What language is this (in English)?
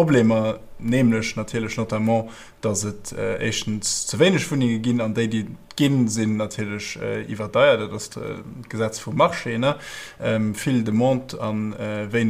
Luxembourgish